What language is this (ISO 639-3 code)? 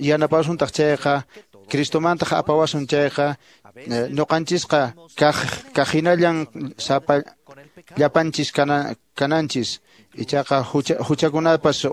que